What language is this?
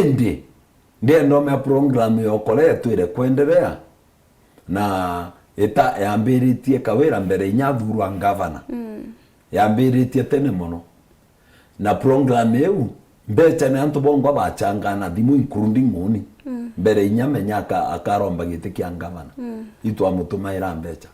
Meru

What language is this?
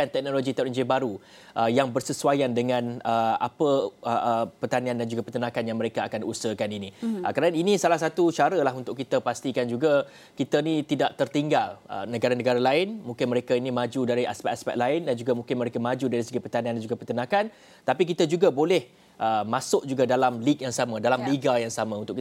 Malay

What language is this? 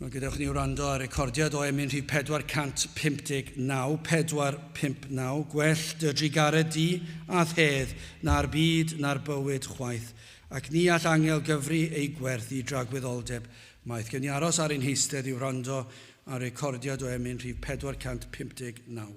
Welsh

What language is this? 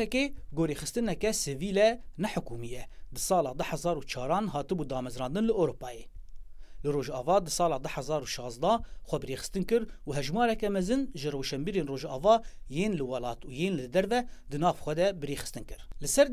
Kurdish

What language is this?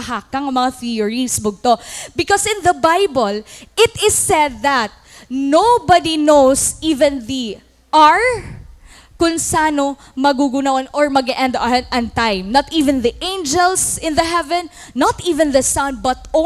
Waray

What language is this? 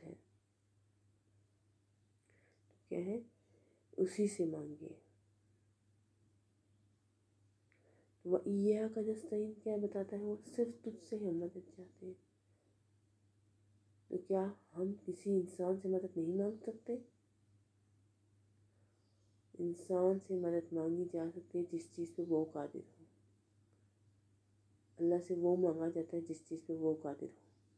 Urdu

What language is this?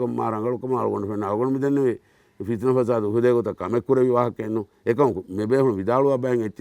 Divehi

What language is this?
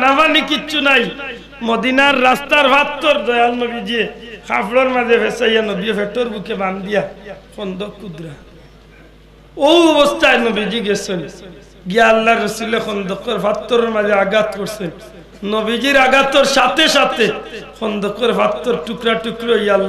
Bangla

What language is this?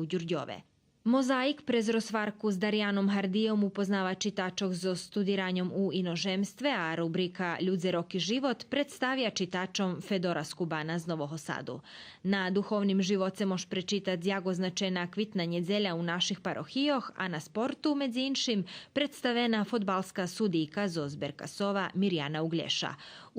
Rusyn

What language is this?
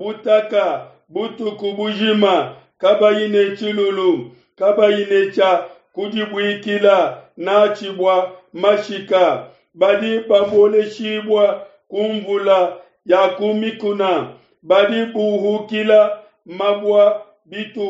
Luba-Lulua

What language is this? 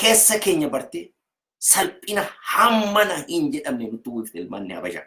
Oromo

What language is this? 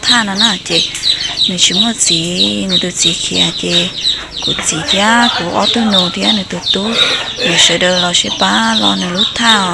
Hmong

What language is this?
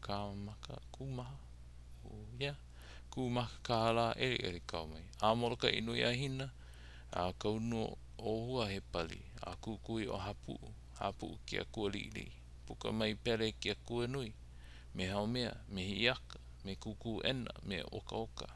Hawaiian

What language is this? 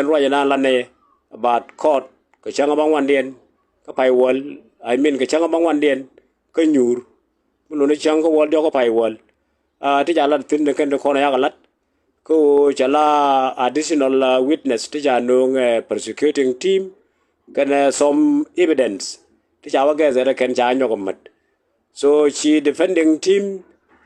Nuer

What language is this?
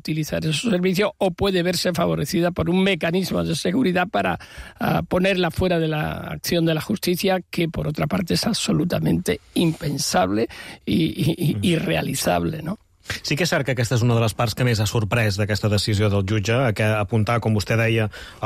Catalan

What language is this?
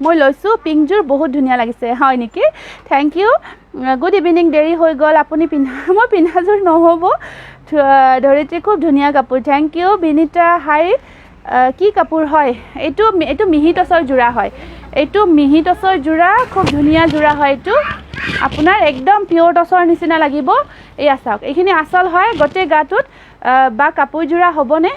Assamese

